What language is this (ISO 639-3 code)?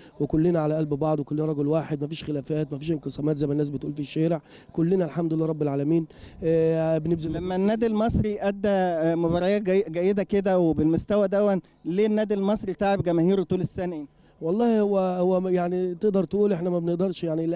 arz